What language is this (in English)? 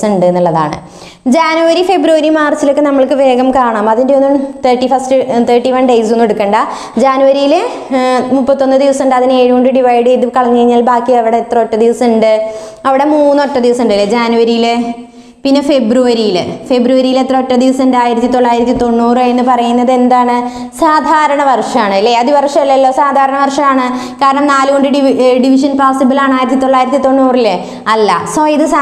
Malayalam